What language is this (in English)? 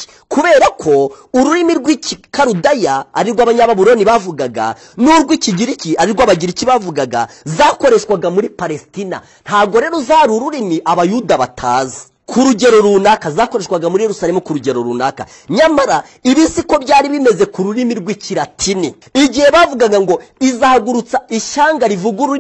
Kinyarwanda